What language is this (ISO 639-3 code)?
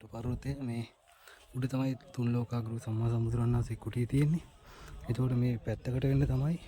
sin